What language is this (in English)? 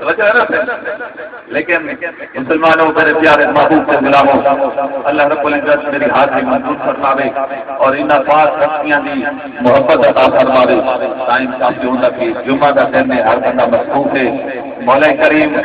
Saraiki